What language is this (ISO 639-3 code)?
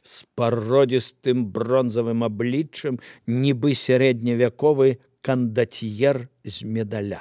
bel